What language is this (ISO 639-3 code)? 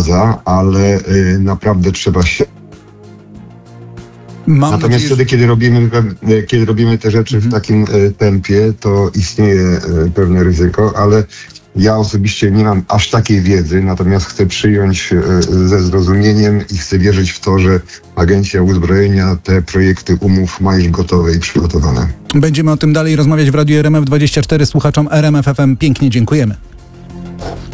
pol